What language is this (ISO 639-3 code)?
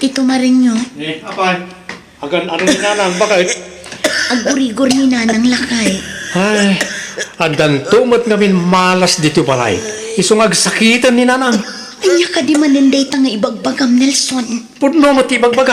ilo